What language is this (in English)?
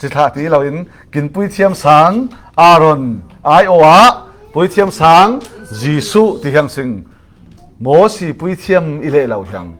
Falam Chin